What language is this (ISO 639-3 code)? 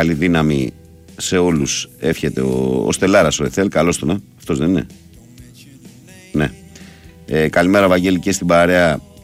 ell